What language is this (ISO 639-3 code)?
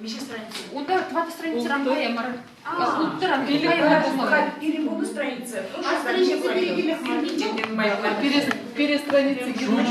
chv